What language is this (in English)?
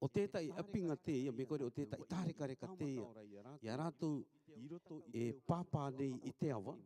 Rarotongan